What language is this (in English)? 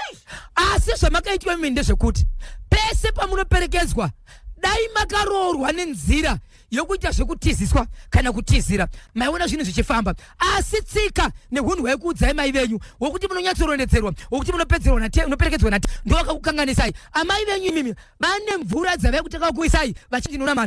Shona